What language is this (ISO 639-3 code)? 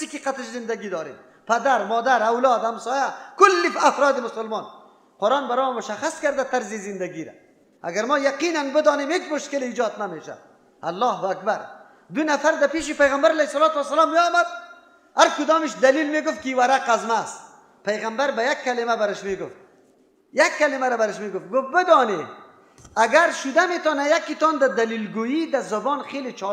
fas